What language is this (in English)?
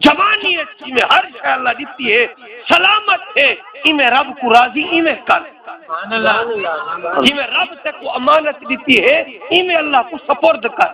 Saraiki